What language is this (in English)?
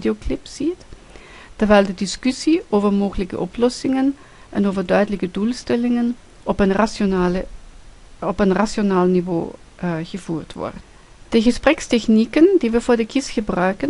Dutch